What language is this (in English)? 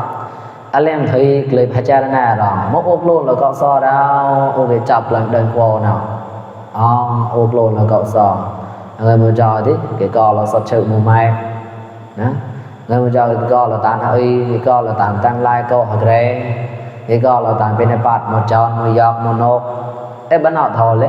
Mon